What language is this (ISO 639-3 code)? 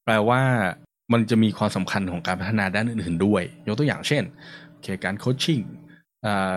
tha